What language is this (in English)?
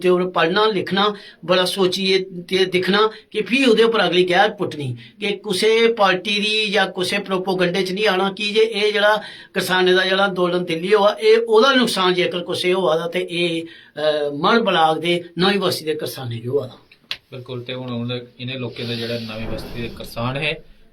Dogri